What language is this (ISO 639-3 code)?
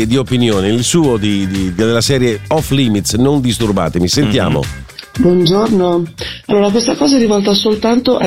ita